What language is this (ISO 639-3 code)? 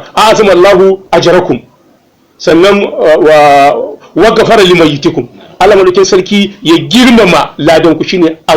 hau